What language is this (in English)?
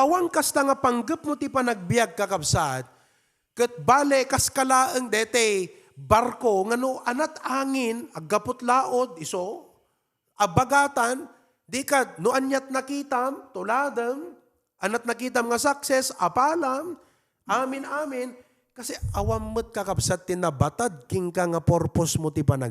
Iloko